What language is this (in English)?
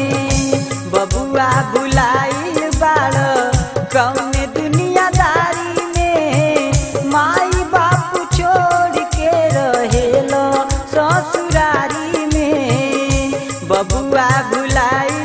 Bhojpuri